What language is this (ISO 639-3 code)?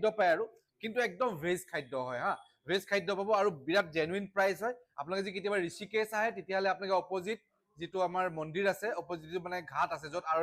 asm